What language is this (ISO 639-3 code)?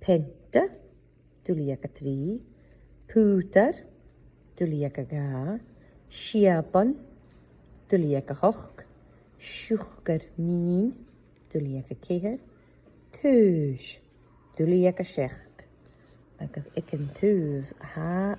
gla